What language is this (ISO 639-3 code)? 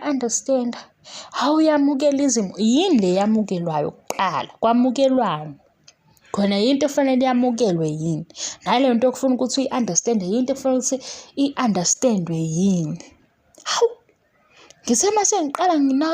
zul